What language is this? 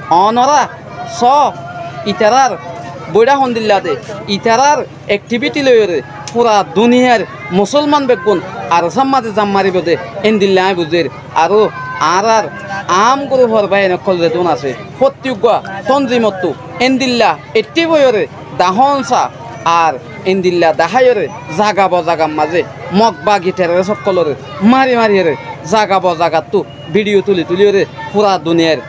Rohingya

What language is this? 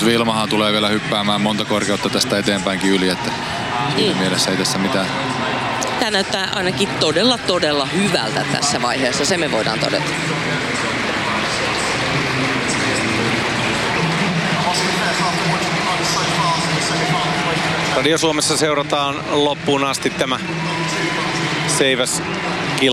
Finnish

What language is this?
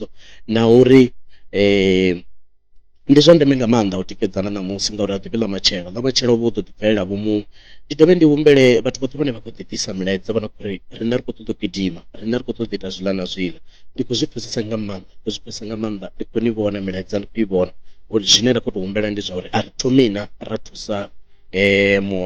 Venda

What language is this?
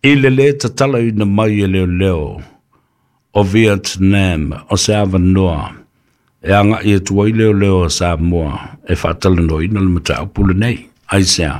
Samoan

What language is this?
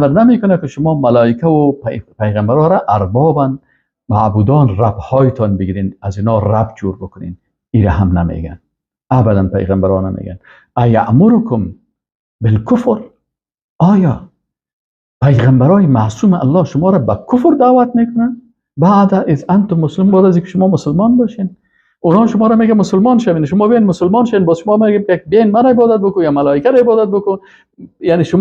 Persian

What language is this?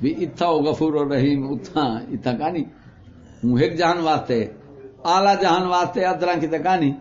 Saraiki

